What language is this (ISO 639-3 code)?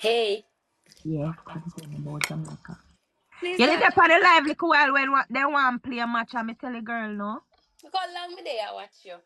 jam